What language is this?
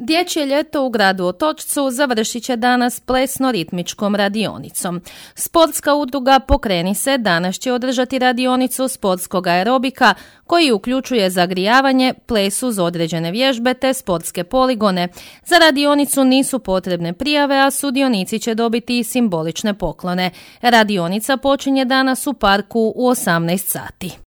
Croatian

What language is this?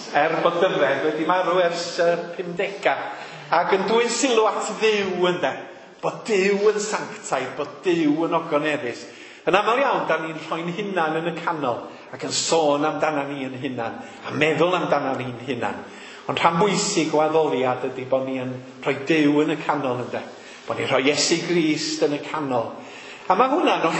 Welsh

